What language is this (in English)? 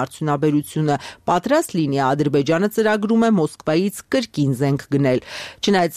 Armenian